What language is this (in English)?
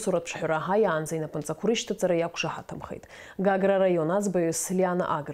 Abkhazian